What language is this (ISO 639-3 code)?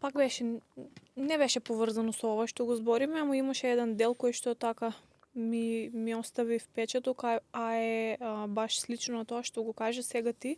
mkd